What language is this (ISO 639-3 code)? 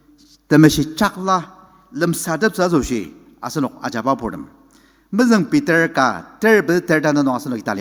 njo